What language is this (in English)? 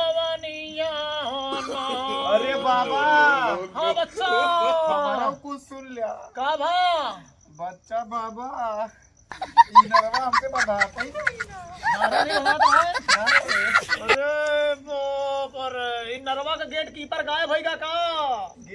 Awadhi